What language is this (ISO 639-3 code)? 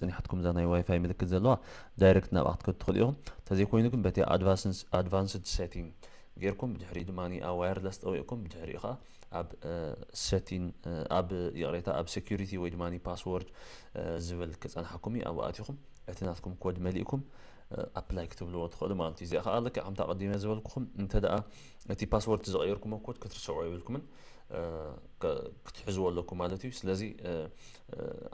tir